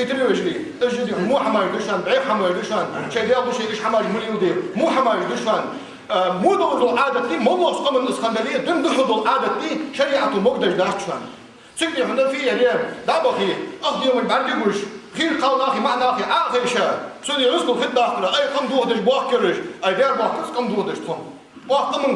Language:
Ingush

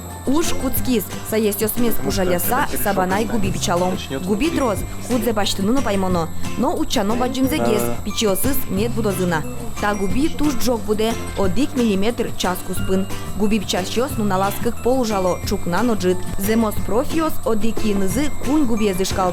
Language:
Udmurt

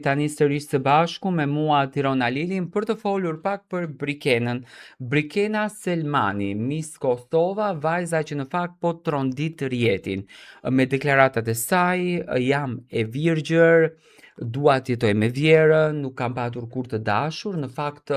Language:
Albanian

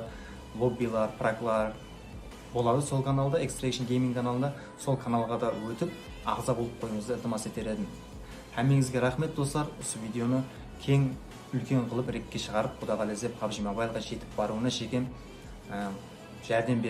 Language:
Kara-Kalpak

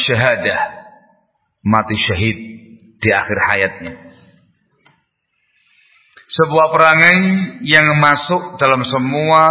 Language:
Indonesian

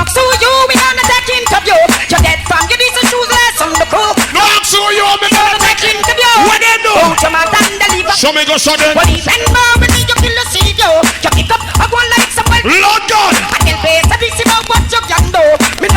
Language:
Jamaican Creole English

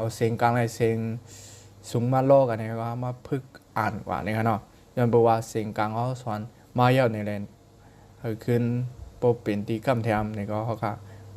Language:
Shan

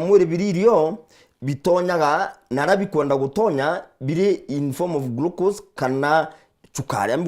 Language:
Meru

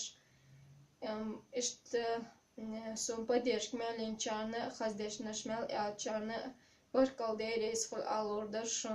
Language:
Chechen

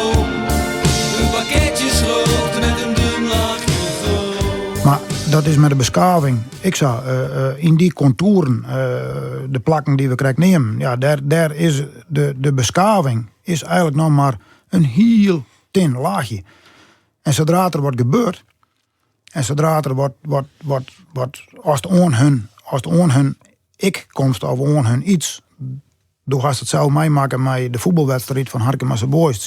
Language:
Western Frisian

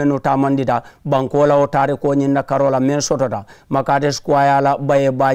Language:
Mandingo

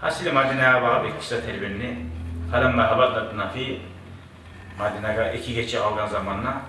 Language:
Kumyk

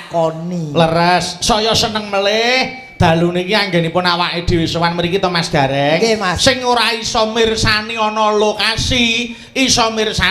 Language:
Javanese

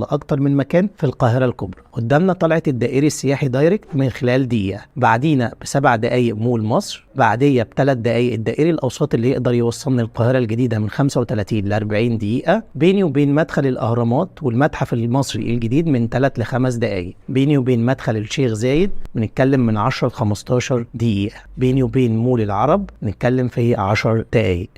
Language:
Egyptian Arabic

